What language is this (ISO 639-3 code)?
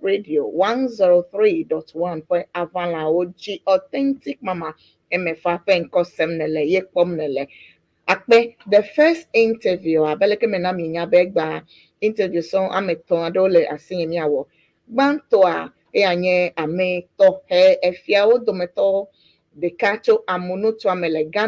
ewe